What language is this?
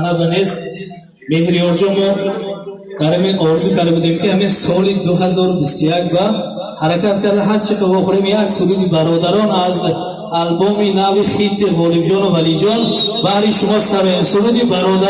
Tajik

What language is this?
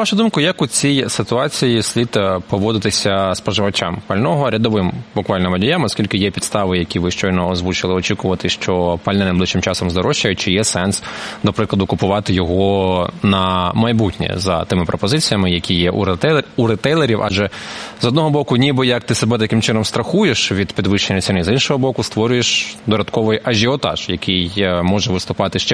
Ukrainian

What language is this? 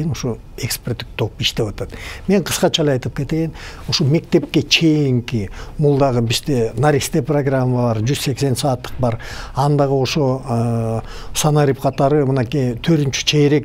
Kyrgyz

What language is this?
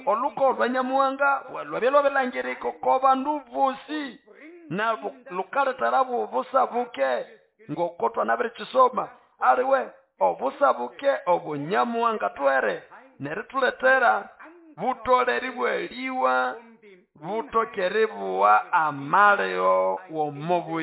Nande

